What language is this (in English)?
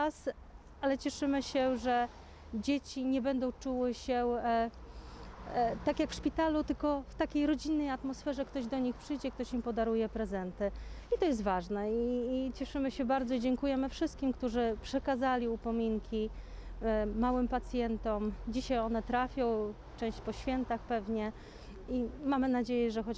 Polish